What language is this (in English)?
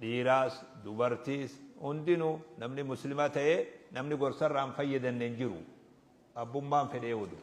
Oromo